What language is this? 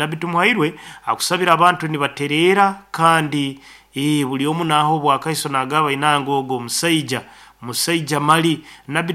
Nyoro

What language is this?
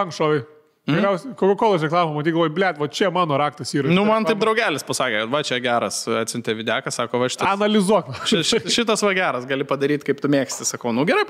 Lithuanian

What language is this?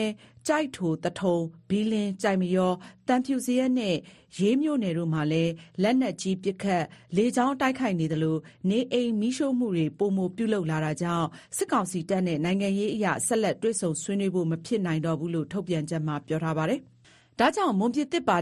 Burmese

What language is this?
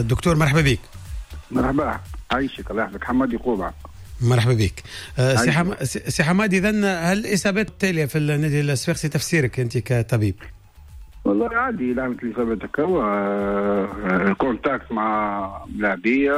Tunisian Arabic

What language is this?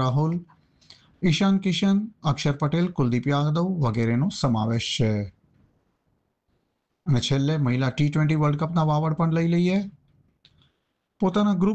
Gujarati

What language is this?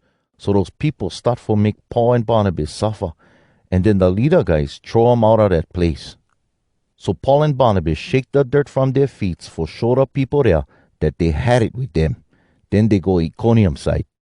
Hawai'i Creole English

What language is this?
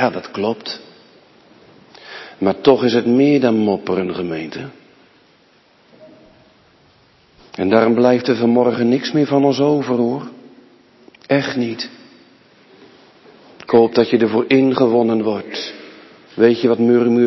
Dutch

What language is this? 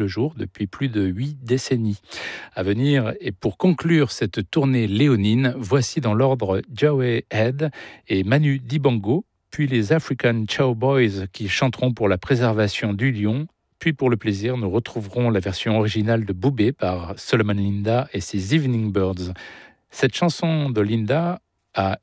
French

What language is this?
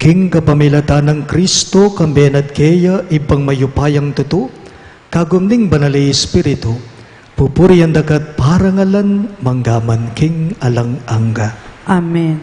Pampanga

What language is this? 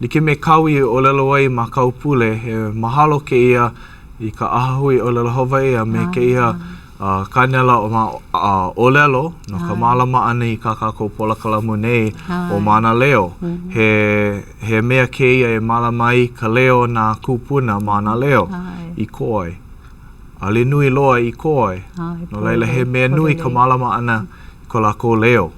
Hawaiian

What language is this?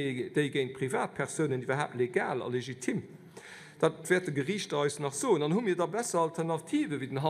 Luxembourgish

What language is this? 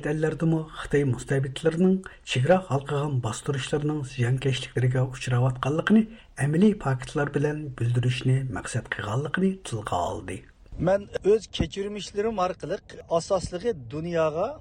Uyghur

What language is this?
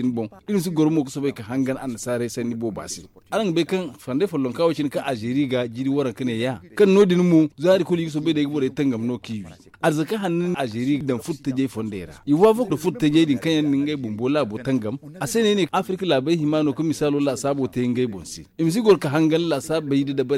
Zarma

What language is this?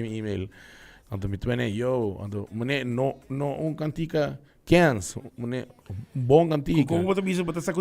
Papiamento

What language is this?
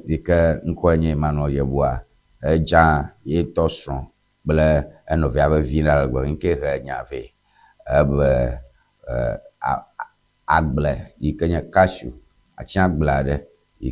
Ewe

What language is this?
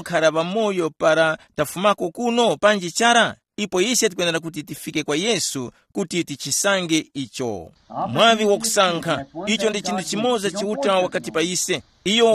Tumbuka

